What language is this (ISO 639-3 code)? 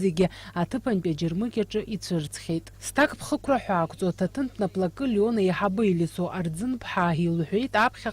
abk